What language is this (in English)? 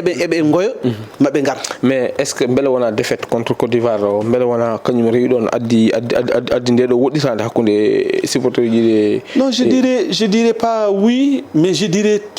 Fula